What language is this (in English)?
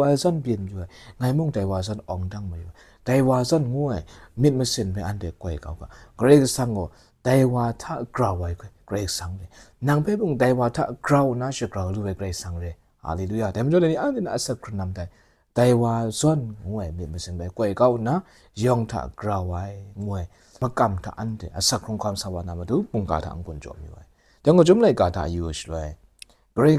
Kachin